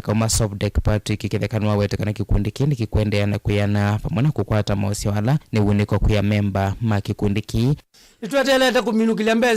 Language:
Kamba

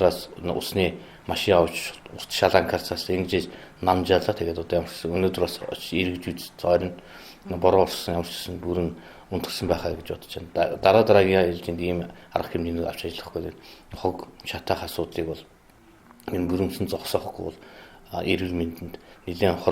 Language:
Mongolian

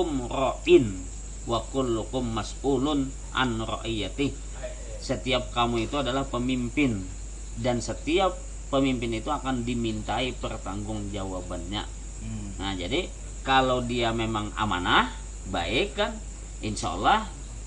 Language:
Banjar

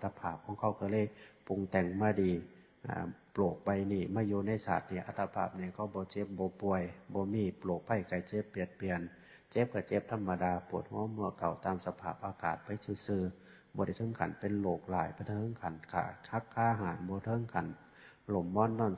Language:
Northeastern Thai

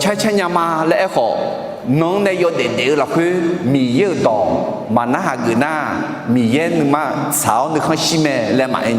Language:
Akha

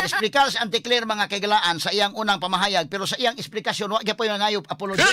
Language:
Cebuano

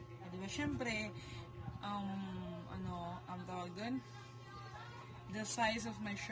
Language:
Filipino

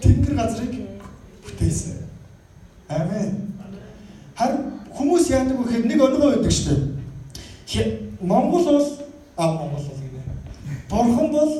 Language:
Mongolian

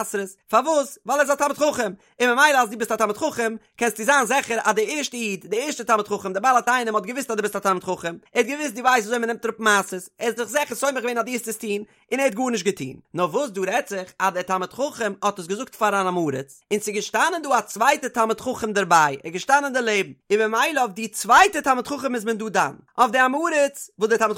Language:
Yiddish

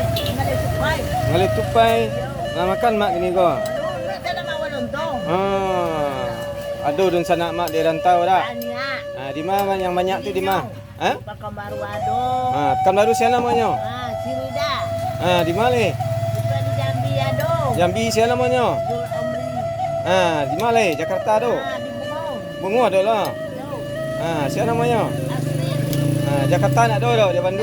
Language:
Minangkabau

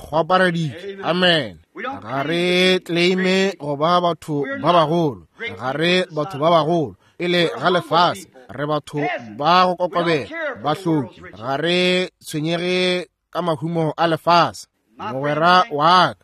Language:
Northern Sotho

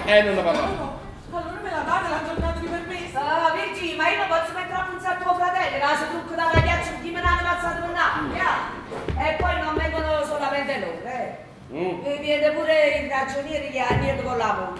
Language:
Neapolitan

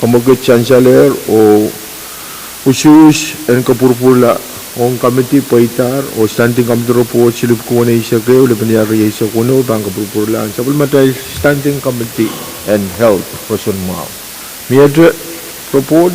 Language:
Pohnpeian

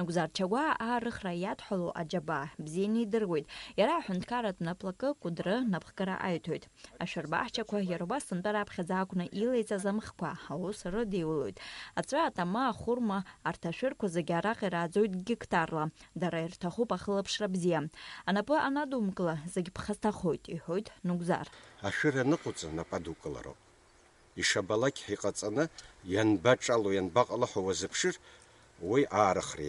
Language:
Abkhazian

